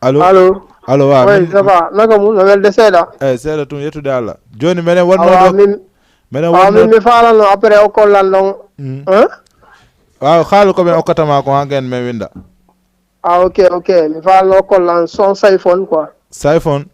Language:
Fula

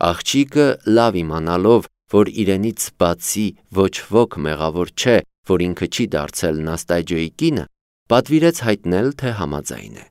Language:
Armenian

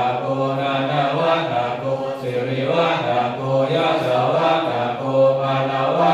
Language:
Pali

